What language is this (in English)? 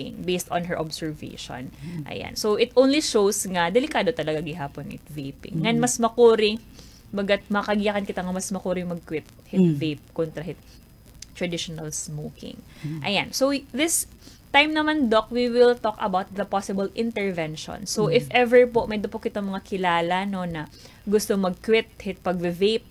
Waray